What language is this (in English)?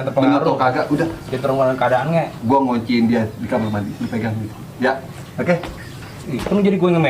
Betawi